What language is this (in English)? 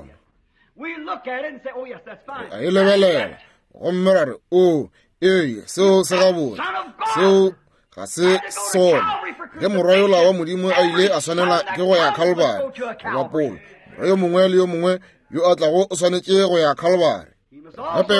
Northern Sotho